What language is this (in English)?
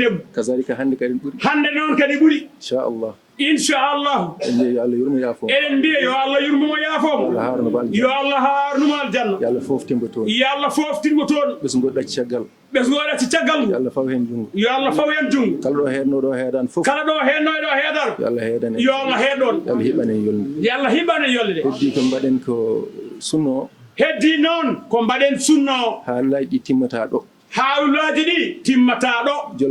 Fula